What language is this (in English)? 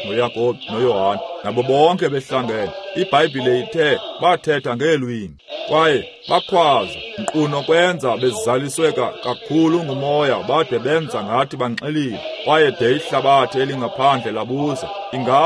Xhosa